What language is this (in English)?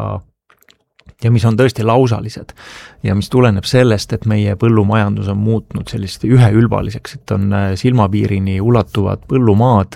Estonian